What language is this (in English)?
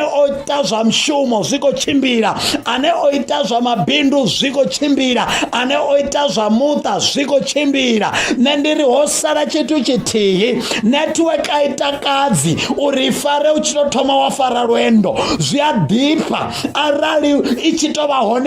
Venda